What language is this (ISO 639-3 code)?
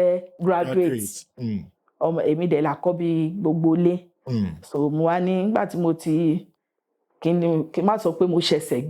yor